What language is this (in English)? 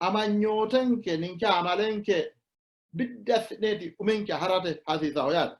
Sidamo